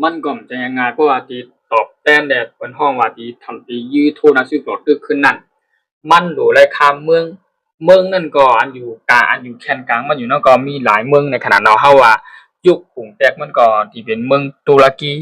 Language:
Shan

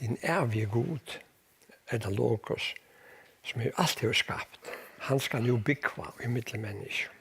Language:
Faroese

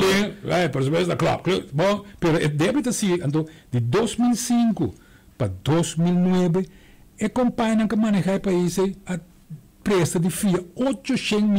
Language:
Papiamento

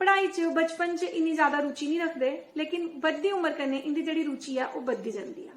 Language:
Dogri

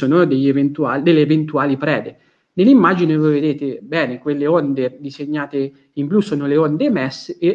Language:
Italian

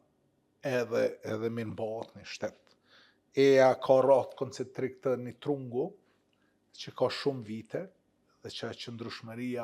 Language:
Albanian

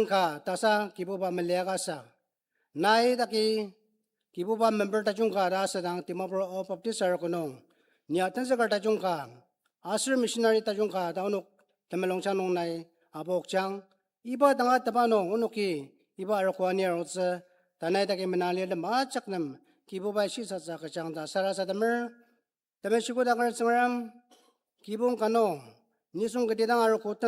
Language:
Ao Naga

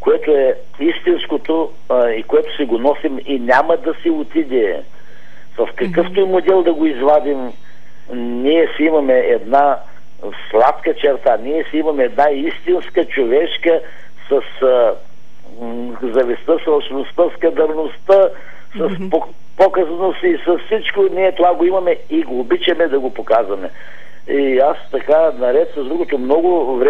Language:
Bulgarian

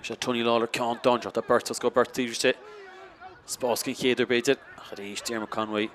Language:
Irish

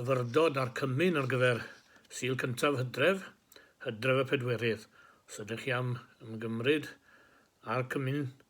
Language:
Welsh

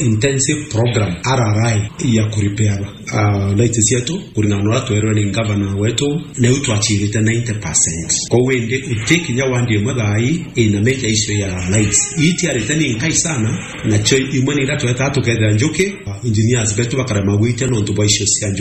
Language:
Meru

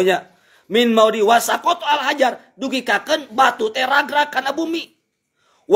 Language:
Sundanese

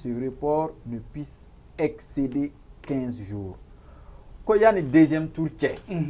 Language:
Bambara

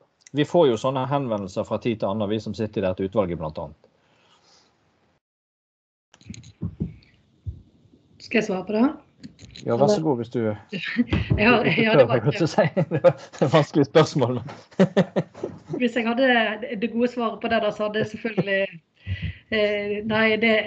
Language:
Norwegian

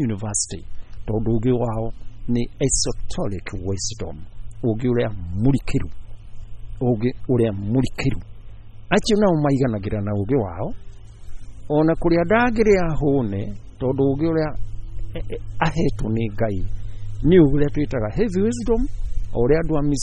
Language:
Kikuyu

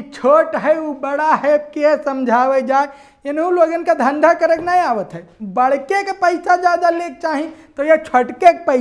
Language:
Awadhi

